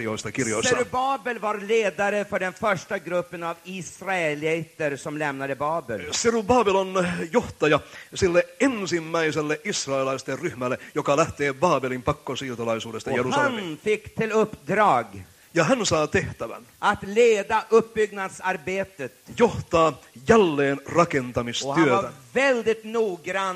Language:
Swedish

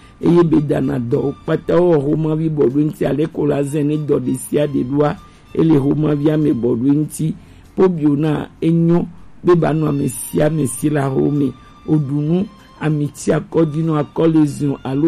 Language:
Gen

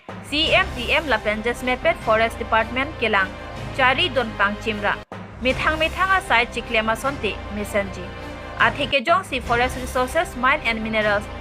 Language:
Karbi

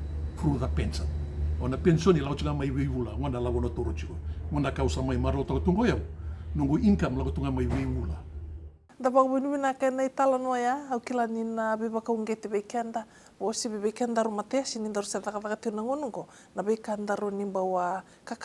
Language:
Fijian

